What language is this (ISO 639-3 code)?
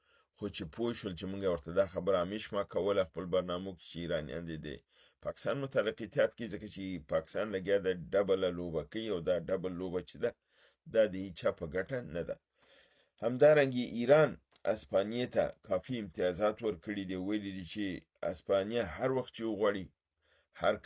pus